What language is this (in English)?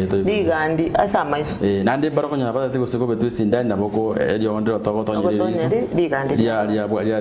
Gusii